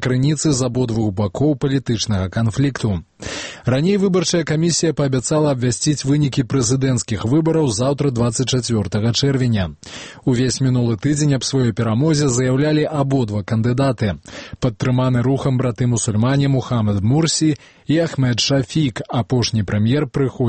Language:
Belarusian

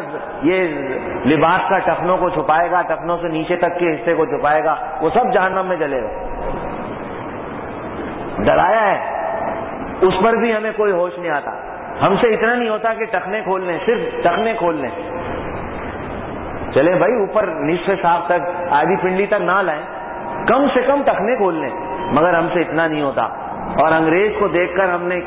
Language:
Urdu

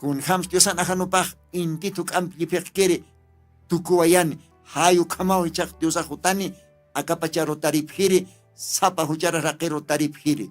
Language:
Aymara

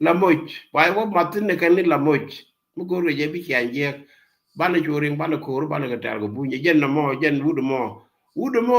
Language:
Nuer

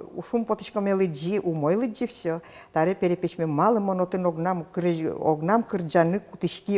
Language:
Udmurt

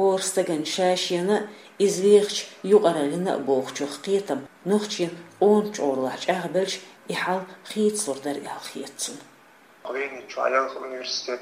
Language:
Chechen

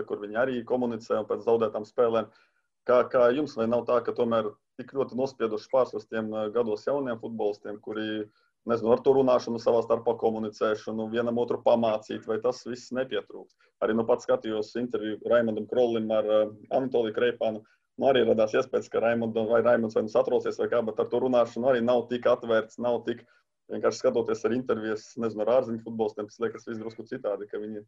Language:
Latvian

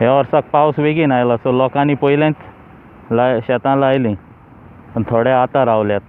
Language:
Konkani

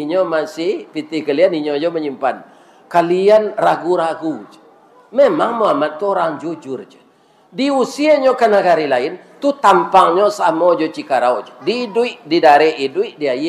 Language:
Minangkabau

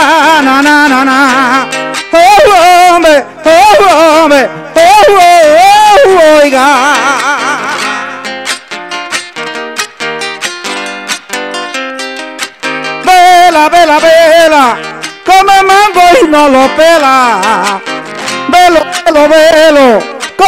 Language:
Spanish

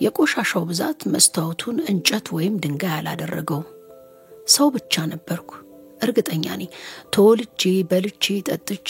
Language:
Amharic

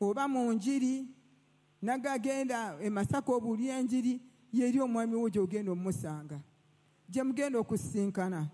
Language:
Ganda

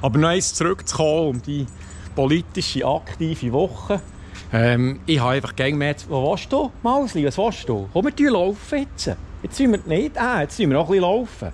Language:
Swiss German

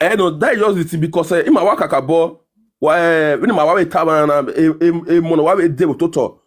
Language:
Nigerian Pidgin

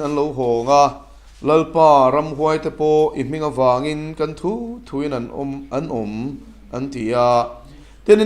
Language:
Mizo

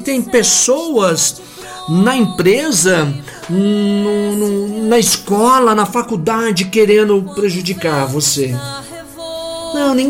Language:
Portuguese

